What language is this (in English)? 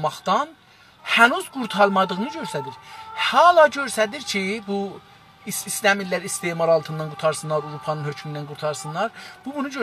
South Azerbaijani